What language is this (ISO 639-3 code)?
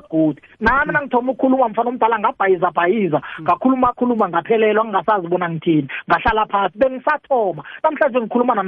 nbl